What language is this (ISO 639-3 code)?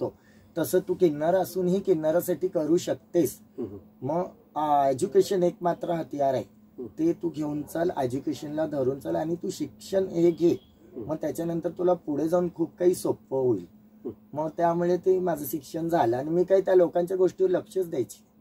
mar